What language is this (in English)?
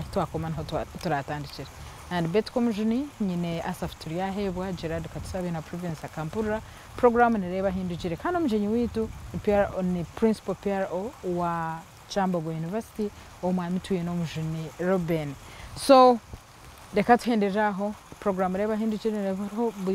Nyankole